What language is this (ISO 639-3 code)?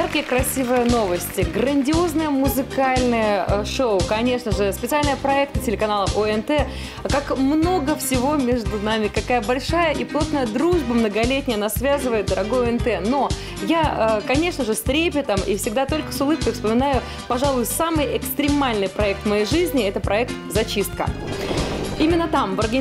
rus